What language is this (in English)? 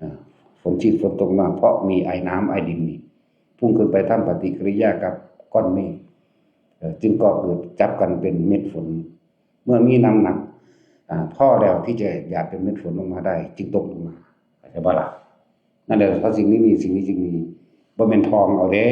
Northeastern Thai